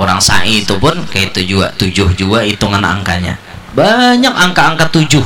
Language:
Banjar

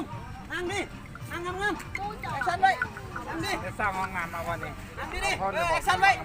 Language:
Lao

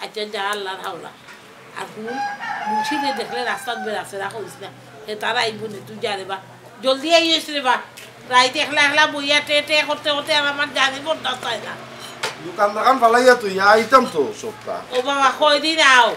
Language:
Sylheti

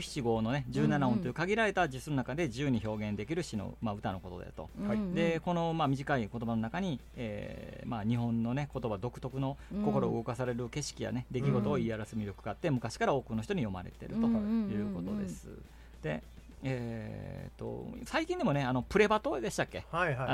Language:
Japanese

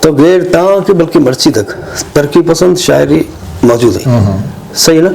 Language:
Eastern Balochi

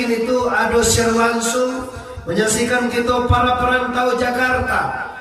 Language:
Minangkabau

